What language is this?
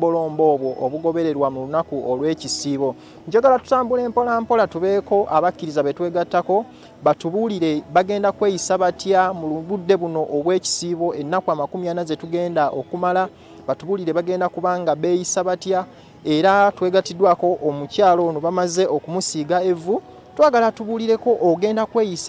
Ganda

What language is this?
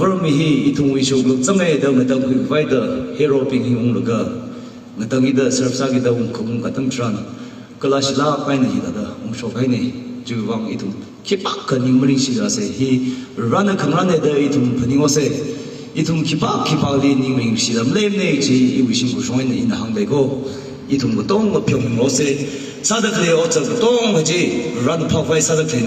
Tangkhul Naga (India)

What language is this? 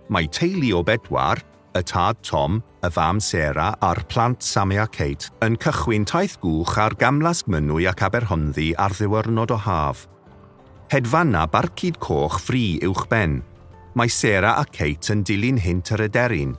Welsh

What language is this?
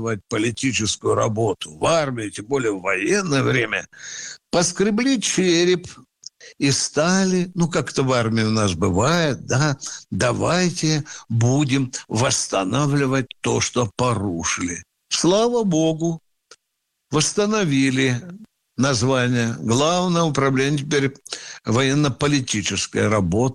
Russian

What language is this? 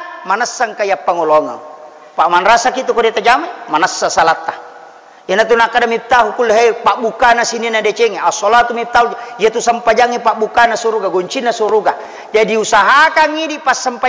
Buginese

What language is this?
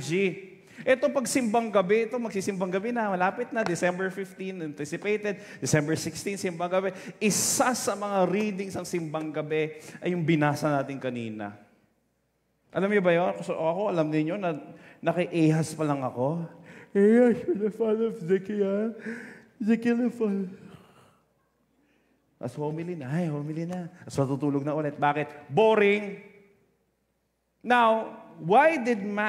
Filipino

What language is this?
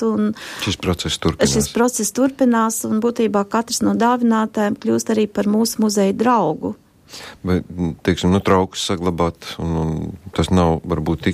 Latvian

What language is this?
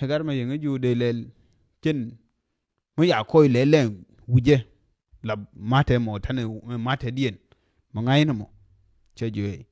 Nuer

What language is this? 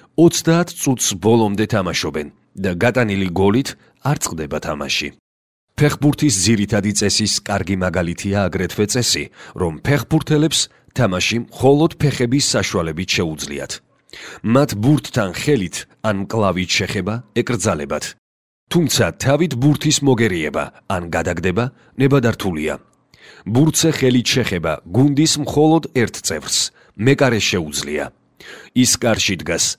Georgian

